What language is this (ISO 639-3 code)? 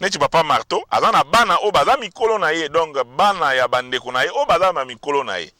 lin